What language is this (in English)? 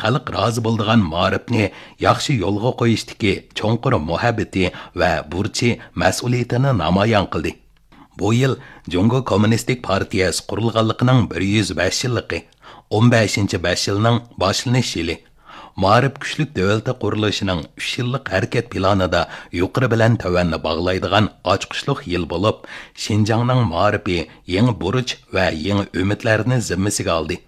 Uyghur